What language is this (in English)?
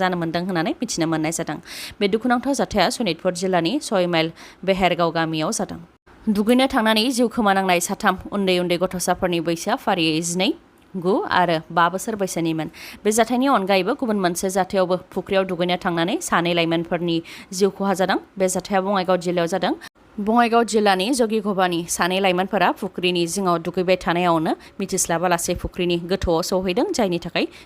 Bodo